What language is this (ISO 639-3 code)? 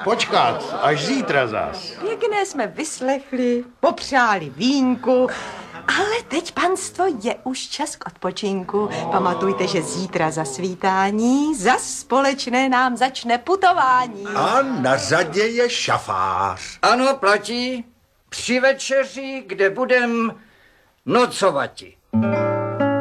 ces